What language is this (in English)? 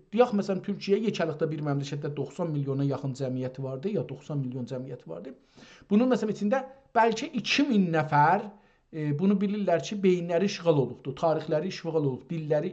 South Azerbaijani